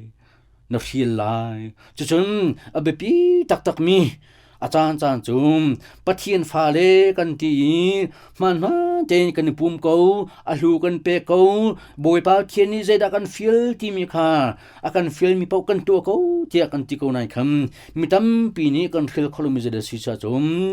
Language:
Hakha Chin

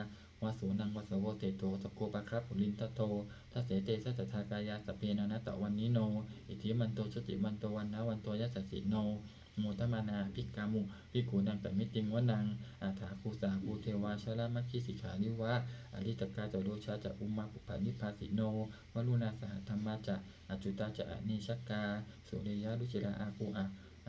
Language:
Pali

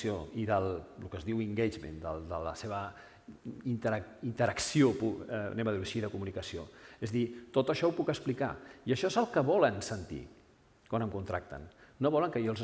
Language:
Catalan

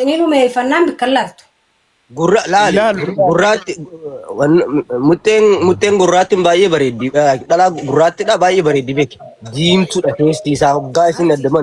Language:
Oromo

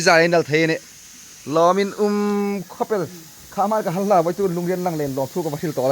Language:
Hmar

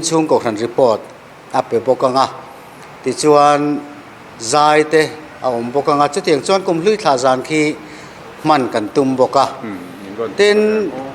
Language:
Mizo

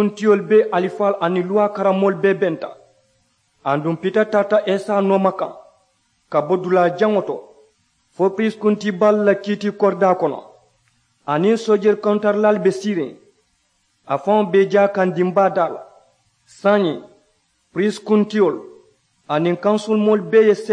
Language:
Mandingo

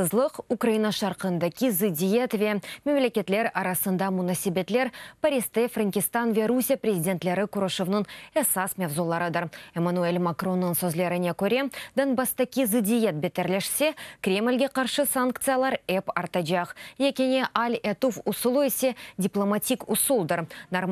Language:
Crimean Tatar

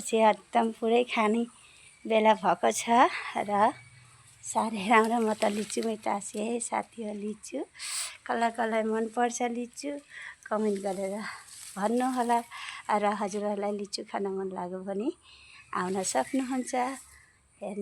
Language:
Nepali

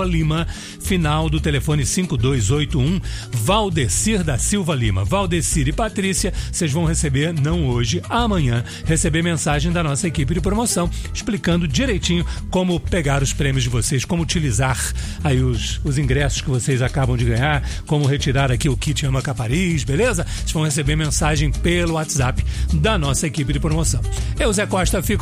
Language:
Portuguese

